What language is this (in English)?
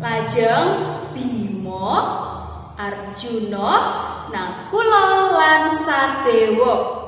Javanese